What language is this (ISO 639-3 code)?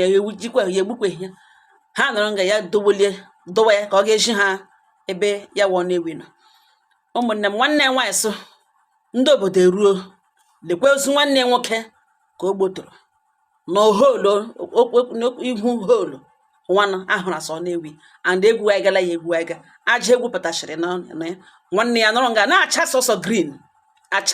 ibo